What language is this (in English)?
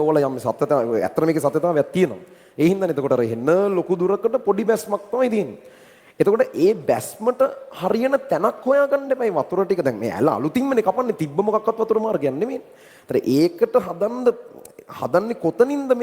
Sinhala